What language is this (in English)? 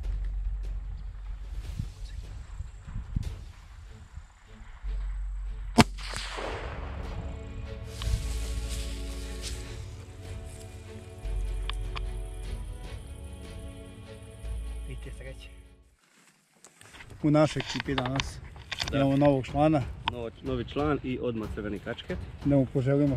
Serbian